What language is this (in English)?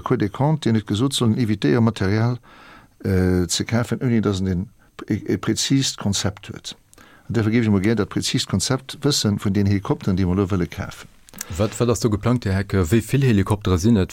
Luxembourgish